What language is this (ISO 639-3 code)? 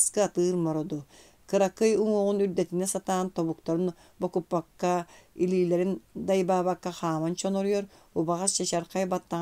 sah